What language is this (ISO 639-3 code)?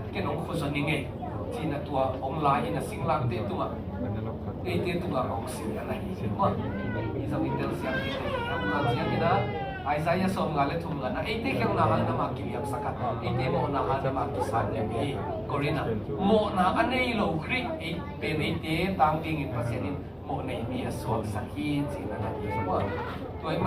ctd